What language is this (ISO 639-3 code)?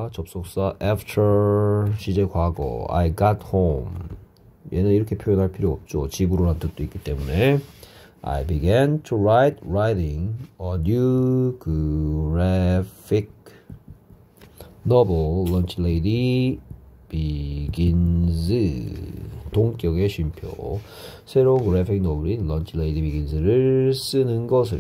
kor